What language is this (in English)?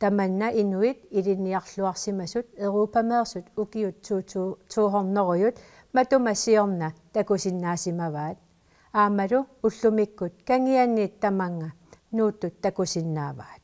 Kalaallisut